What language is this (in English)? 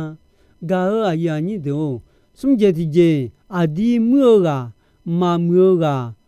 Akha